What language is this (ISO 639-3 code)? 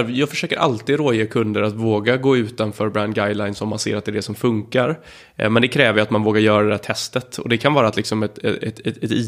swe